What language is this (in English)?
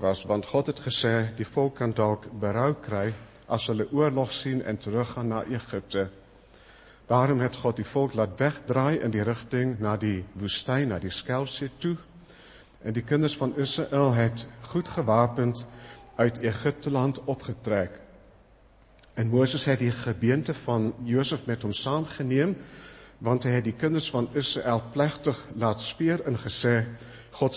Afrikaans